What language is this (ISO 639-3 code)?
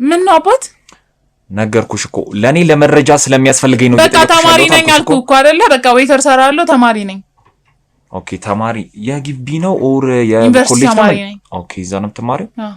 amh